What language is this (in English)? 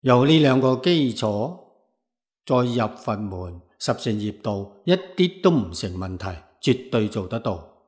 Cantonese